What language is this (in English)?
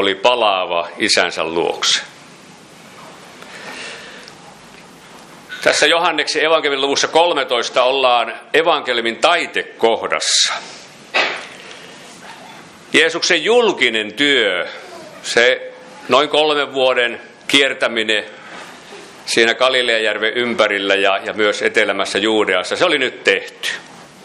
Finnish